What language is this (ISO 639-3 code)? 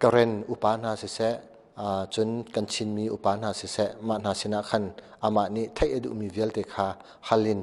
cnh